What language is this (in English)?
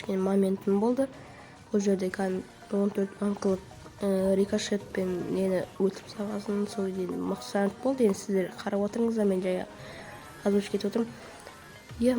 Kazakh